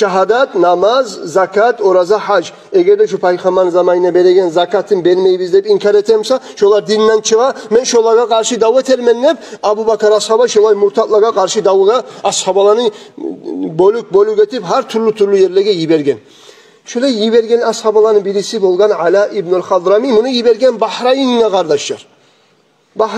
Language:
Kumyk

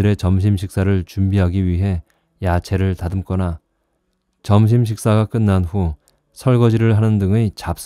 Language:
Korean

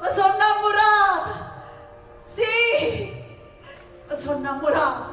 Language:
Neapolitan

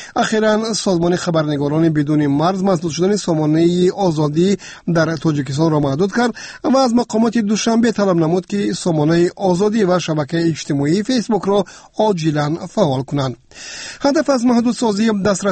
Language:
Persian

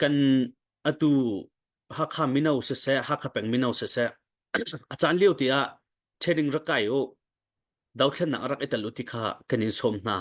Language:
Hakha Chin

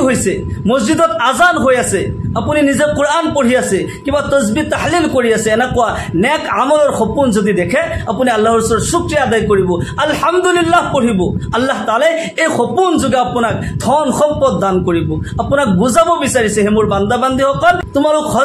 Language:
Assamese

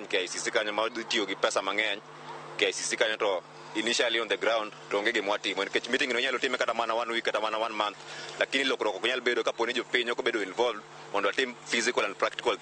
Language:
Luo (Kenya and Tanzania)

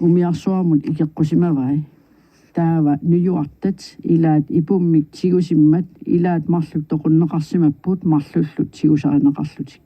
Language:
Kalaallisut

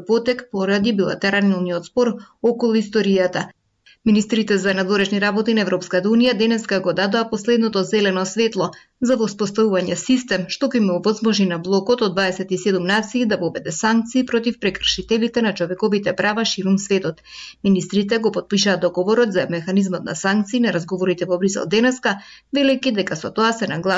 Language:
Macedonian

